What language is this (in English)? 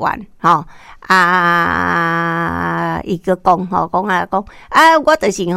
Min Nan Chinese